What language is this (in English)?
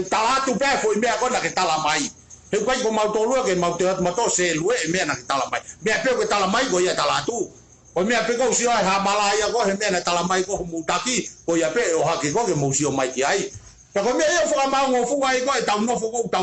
Tongan